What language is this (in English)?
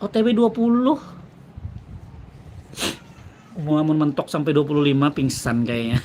Banjar